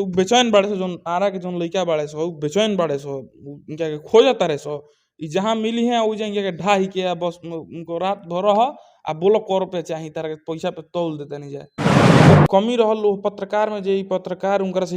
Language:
Bhojpuri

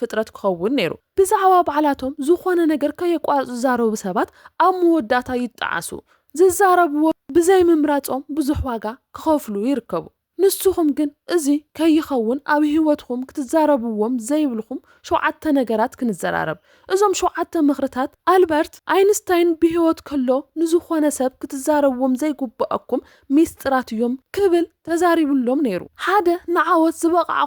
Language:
Tigrinya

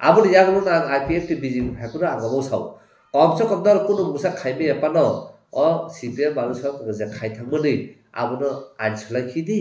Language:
Kok Borok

